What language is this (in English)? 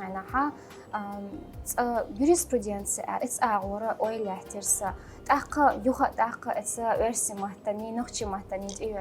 Chechen